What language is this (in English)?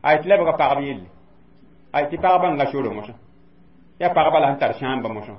Mossi